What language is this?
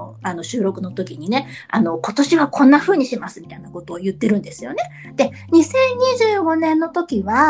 Japanese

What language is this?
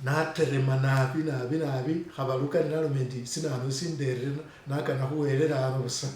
Masaaba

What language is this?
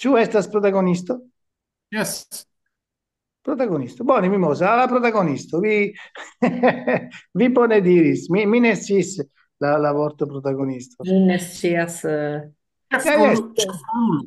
Esperanto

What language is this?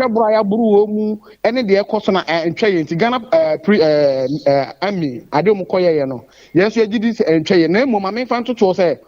Akan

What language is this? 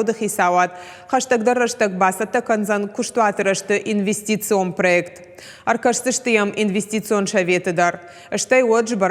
Ossetic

